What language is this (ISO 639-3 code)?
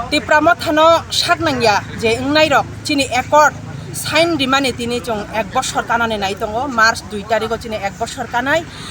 trp